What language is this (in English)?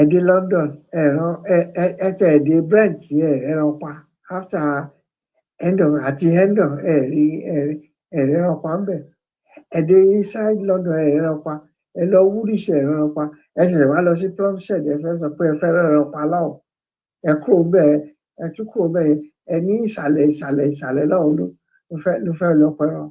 Yoruba